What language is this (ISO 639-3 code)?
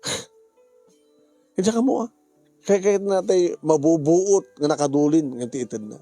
ilo